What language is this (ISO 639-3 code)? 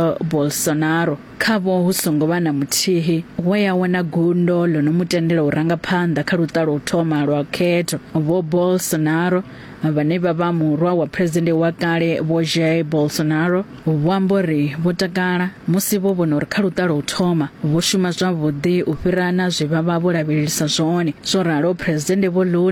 ven